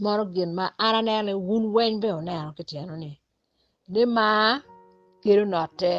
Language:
Acoli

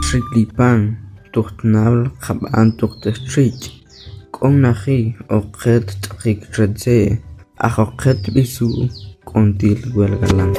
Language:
Tektiteko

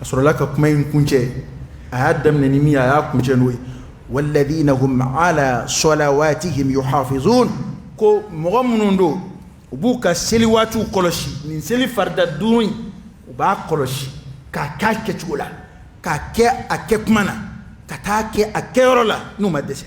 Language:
Dyula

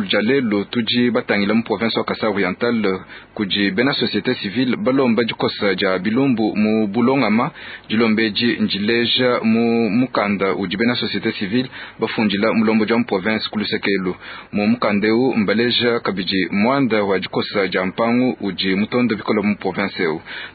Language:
Luba-Lulua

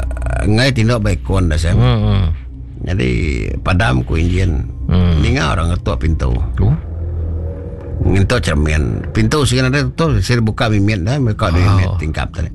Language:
Iban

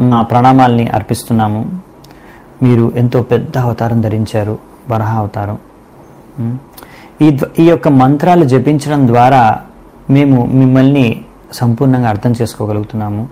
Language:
Telugu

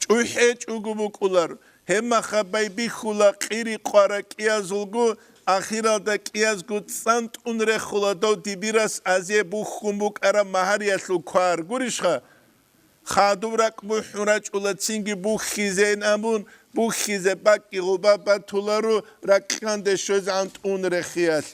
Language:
Avaric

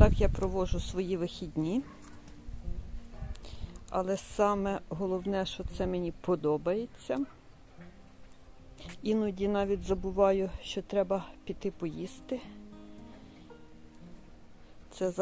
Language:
Ukrainian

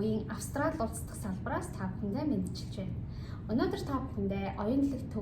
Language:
Mongolian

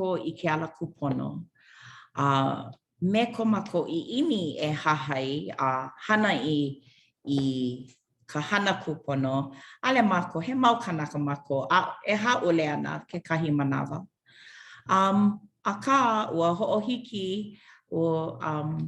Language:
Hawaiian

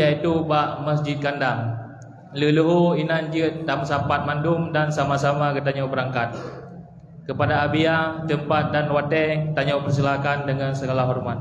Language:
Achinese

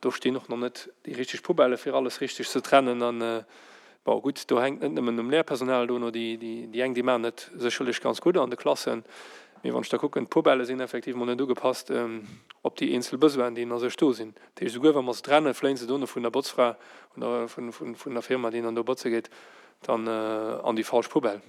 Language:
Luxembourgish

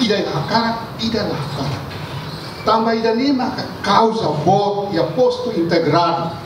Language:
Tetum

